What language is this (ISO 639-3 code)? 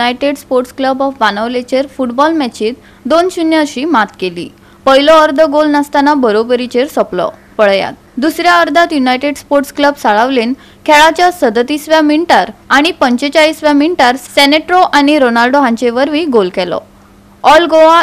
kok